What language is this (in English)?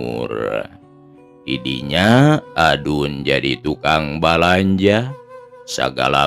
Sundanese